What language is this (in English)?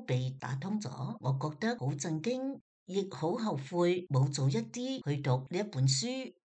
Cantonese